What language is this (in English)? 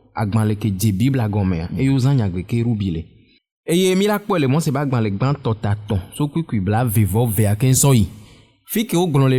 Ewe